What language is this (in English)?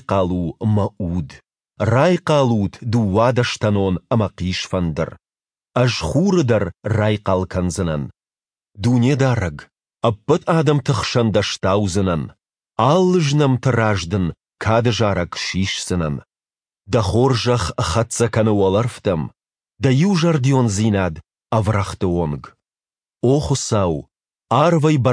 Ossetic